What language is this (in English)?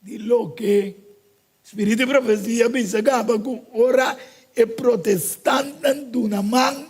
Papiamento